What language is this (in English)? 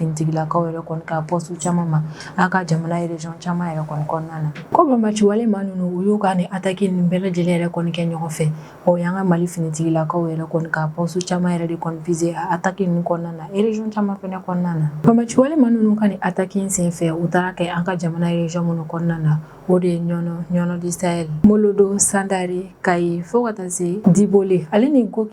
Bambara